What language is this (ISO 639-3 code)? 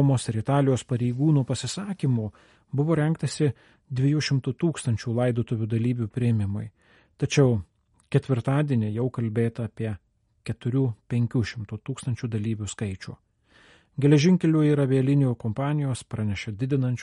lit